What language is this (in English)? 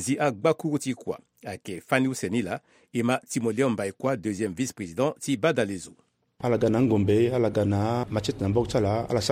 Sango